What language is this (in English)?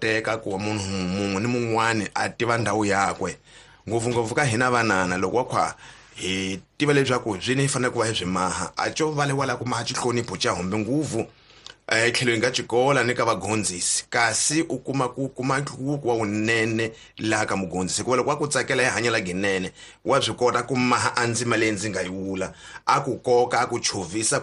Tsonga